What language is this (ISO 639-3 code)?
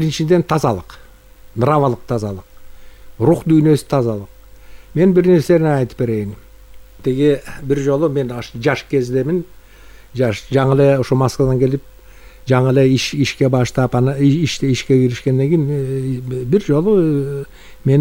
kir